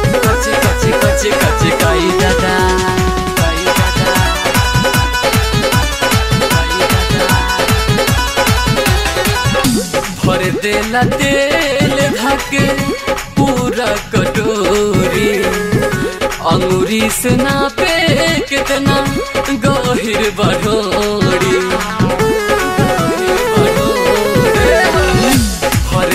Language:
Bhojpuri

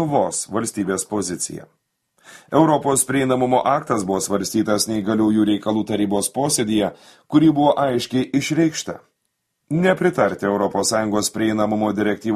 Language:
Lithuanian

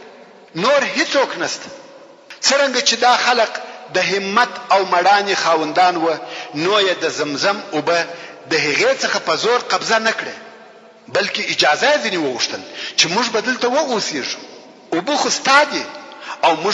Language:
Pashto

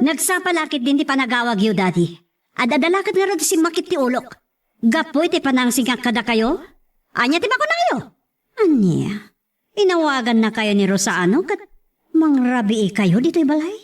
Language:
Iloko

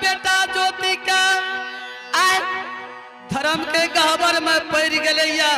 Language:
Angika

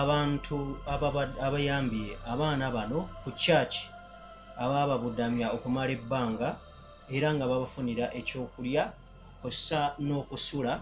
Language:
Ganda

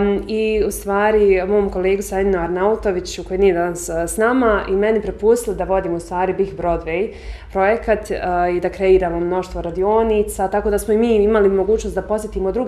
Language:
Bosnian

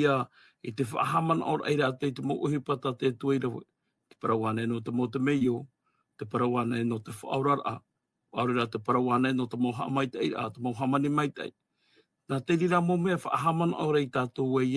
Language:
Tahitian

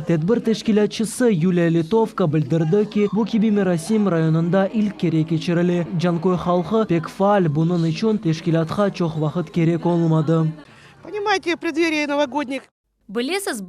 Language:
Crimean Tatar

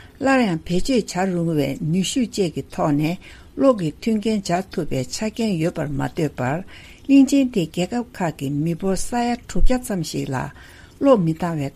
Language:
Tibetan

